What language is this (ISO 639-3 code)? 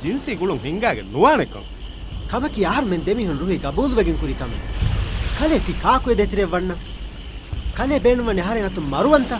div